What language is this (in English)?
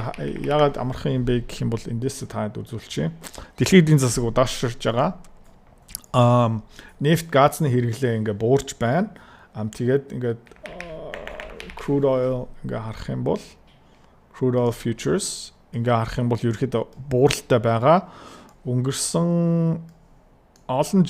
Mongolian